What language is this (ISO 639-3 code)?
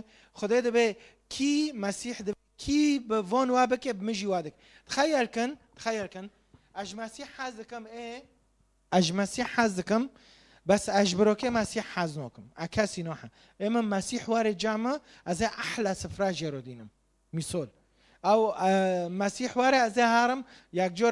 kur